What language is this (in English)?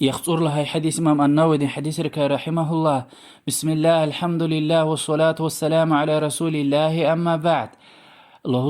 Lezghian